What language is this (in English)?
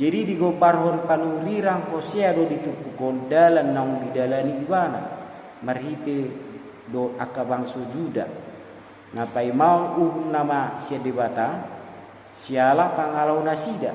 Batak Toba